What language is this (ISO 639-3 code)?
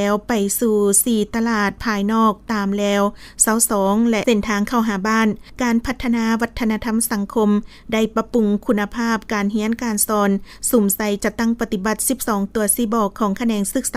lao